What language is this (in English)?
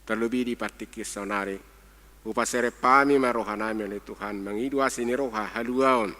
Batak Toba